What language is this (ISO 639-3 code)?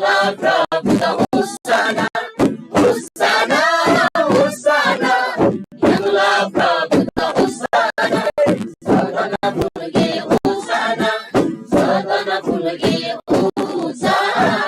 taj